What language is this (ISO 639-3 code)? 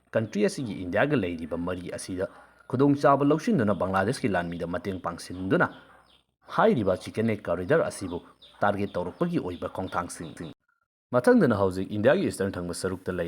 mni